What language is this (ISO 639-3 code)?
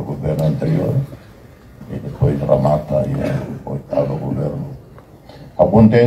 tet